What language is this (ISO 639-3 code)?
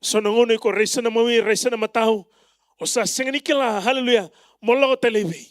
fij